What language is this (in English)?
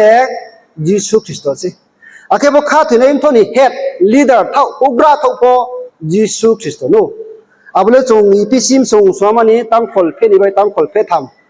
Riang (India)